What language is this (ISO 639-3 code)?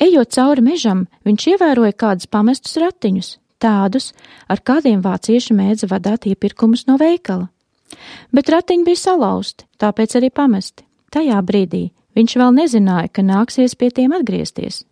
lav